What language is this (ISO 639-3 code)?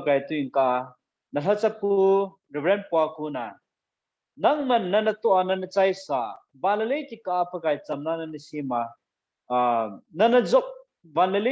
tcz